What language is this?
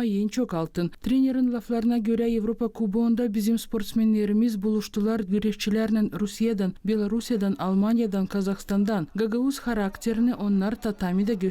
Gagauz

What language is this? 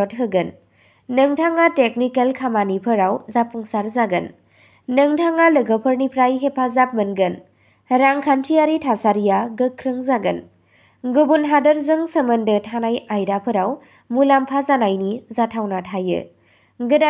Bodo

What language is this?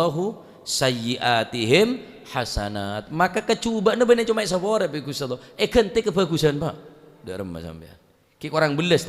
Madurese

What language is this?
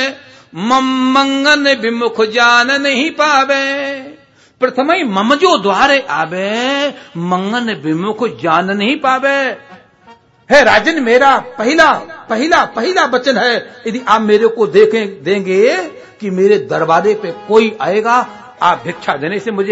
Hindi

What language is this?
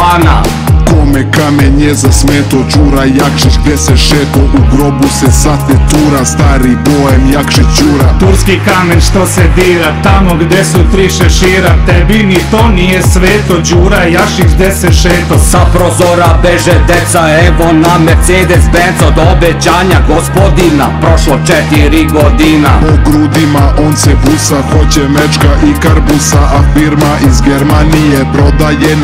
Serbian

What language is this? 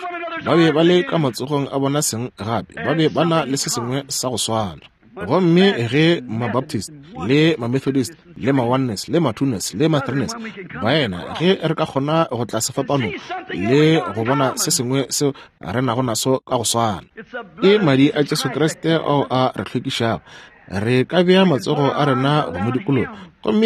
Northern Sotho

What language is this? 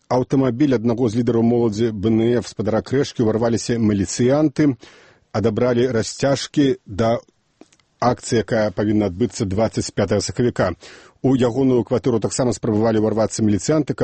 Belarusian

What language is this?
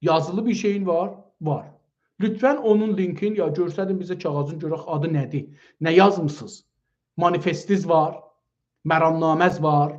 South Azerbaijani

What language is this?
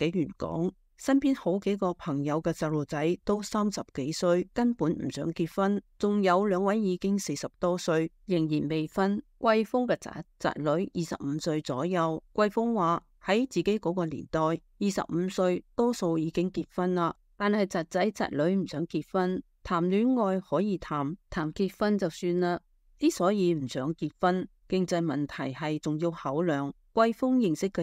Cantonese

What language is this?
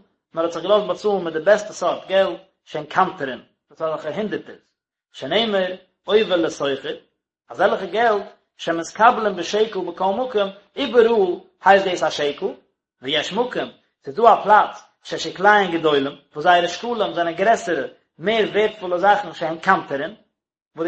Yiddish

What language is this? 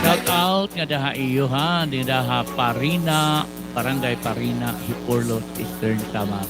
Waray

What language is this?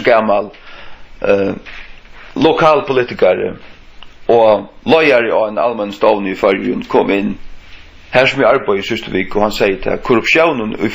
Faroese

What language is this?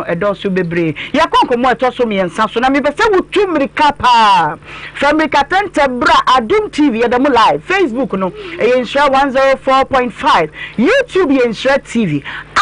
Akan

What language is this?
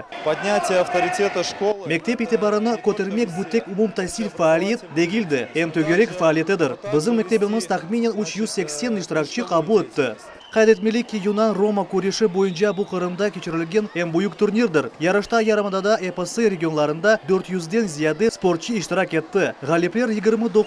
Crimean Tatar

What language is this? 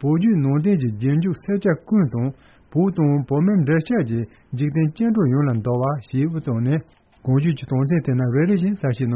Tibetan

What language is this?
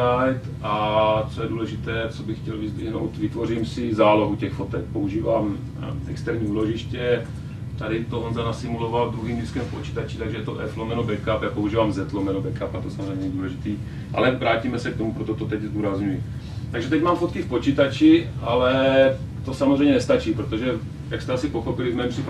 Czech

